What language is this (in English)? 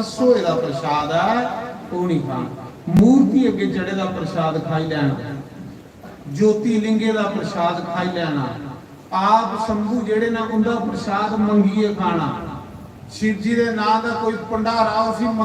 Dogri